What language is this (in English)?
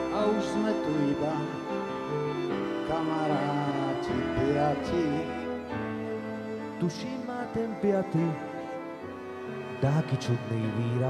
Slovak